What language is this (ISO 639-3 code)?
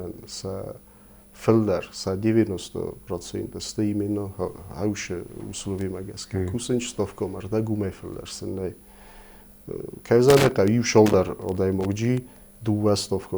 oss